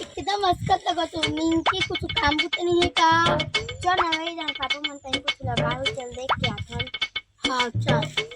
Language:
Chhattisgarhi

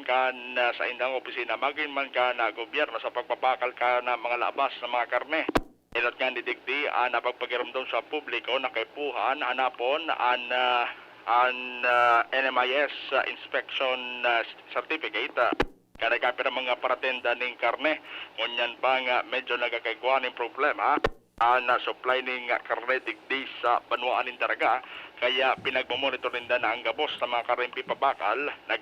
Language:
Bikol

